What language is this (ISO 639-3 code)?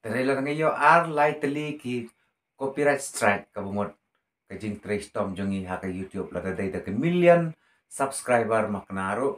kha